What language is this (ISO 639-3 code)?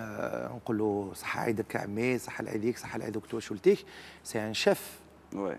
arq